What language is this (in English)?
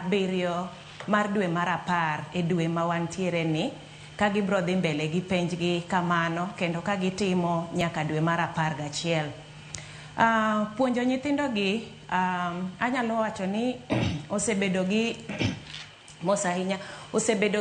Luo (Kenya and Tanzania)